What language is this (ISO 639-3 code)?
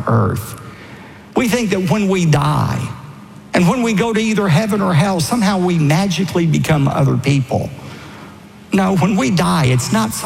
eng